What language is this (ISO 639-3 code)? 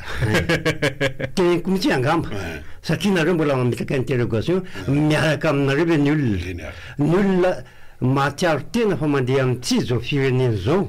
mlg